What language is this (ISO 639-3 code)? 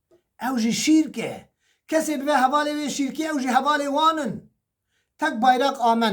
kur